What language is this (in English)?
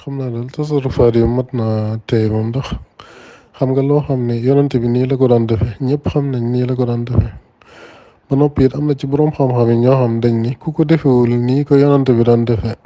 Wolof